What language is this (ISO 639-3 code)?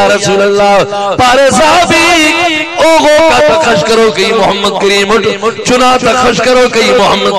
urd